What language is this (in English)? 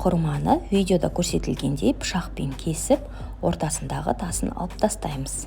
Kazakh